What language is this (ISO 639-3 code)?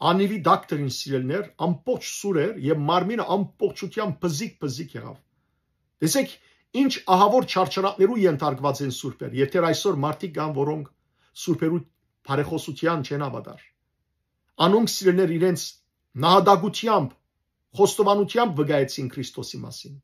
hyw